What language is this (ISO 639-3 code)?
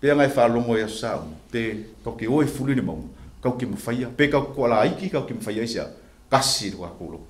smo